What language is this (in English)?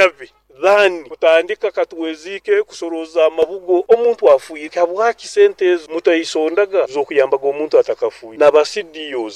Nyoro